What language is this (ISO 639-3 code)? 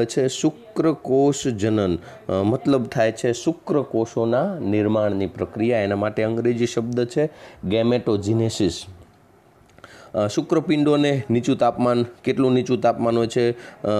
guj